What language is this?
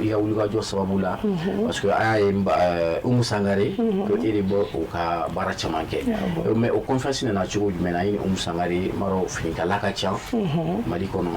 Bambara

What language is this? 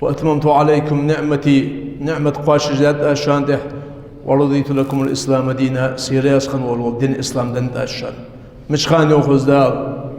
Ingush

